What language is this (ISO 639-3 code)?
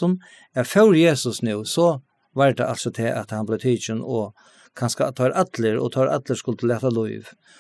fao